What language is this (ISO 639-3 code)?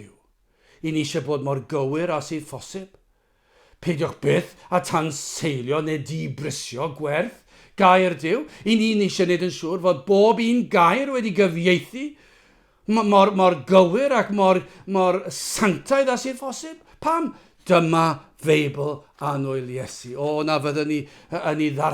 cym